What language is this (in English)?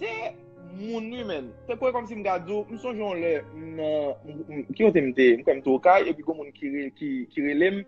Haitian Creole